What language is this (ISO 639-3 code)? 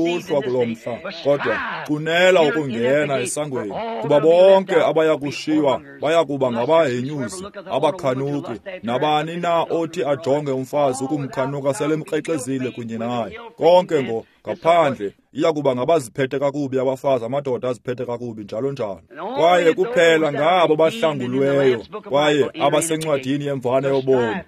xho